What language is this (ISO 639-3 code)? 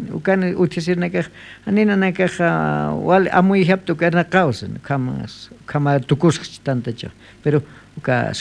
aym